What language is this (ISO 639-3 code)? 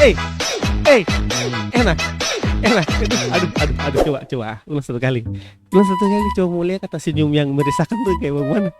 abs